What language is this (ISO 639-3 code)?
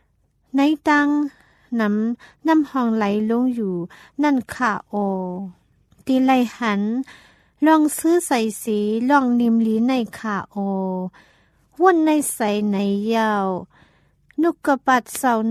tha